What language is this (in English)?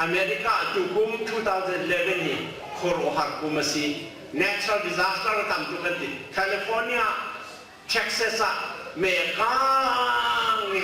Hakha Chin